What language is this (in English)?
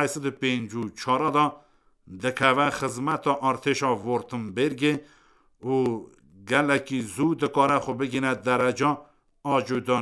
Kurdish